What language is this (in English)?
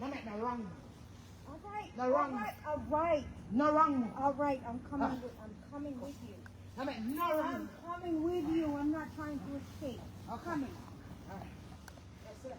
Jamaican Creole English